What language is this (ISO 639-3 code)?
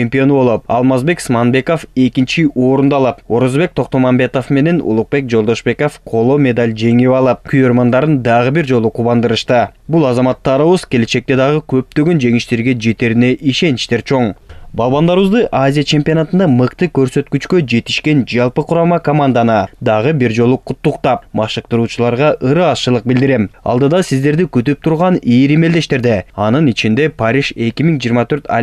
kir